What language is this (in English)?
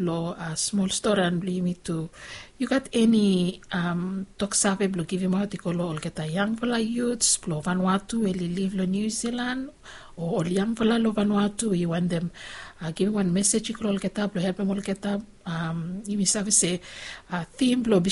Bislama